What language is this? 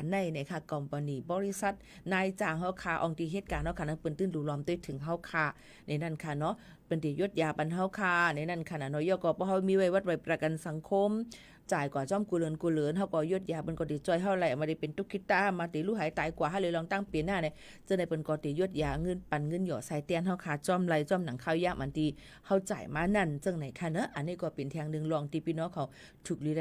Shan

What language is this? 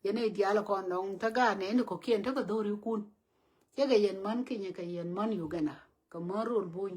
Nuer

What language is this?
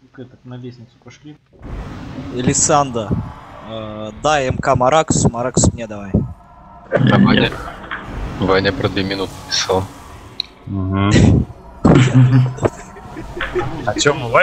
Russian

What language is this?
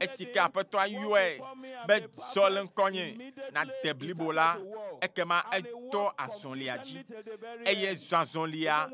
Ewe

